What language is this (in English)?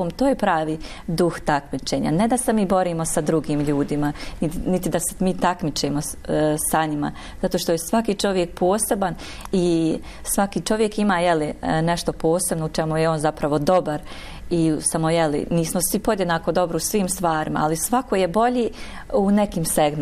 Bosnian